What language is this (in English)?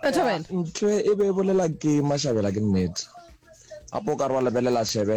Northern Sotho